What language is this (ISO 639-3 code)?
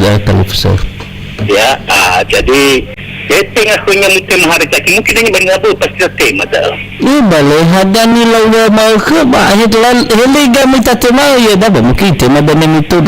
nia